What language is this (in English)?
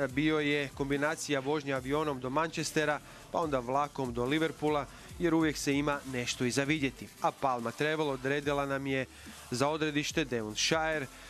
Croatian